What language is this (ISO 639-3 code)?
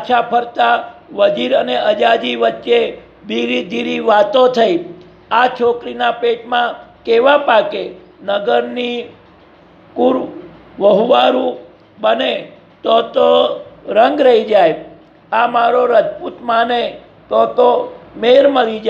guj